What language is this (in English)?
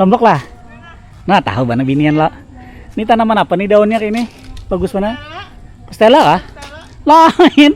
Banjar